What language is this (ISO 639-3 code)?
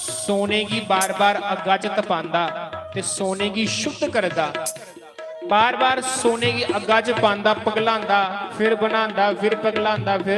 doi